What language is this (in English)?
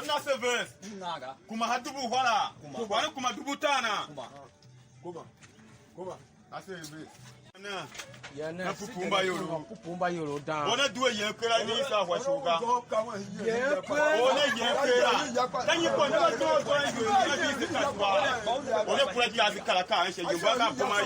Tiv